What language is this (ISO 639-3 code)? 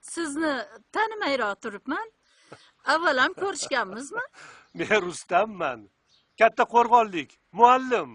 uzb